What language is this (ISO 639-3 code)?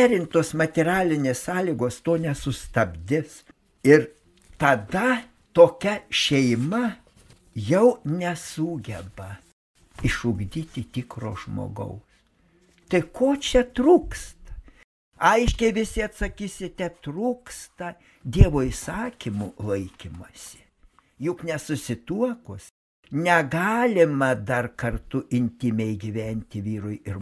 lit